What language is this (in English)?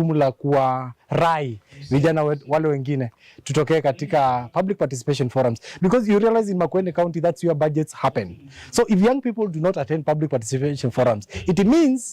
Kamba